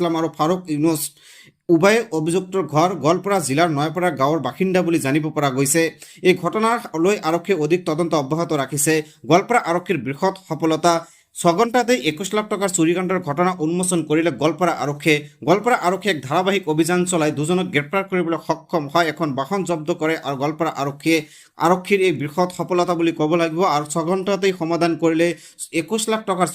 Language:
Assamese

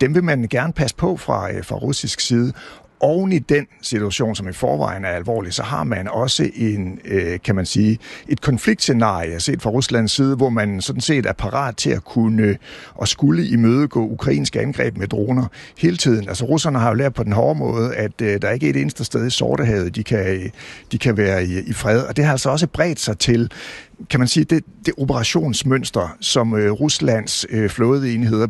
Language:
Danish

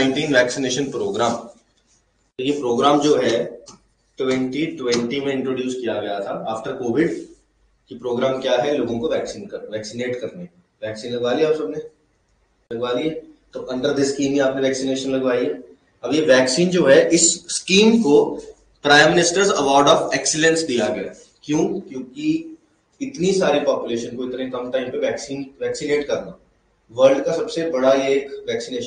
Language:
Hindi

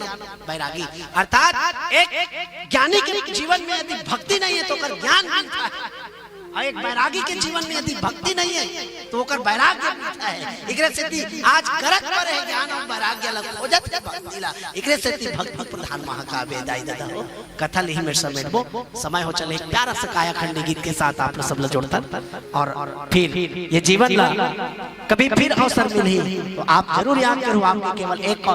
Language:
Chhattisgarhi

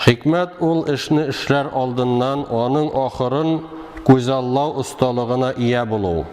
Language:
Tatar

